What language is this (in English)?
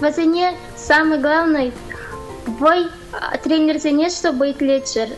Chuvash